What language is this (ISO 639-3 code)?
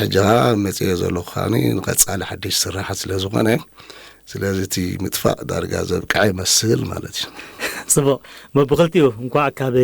tir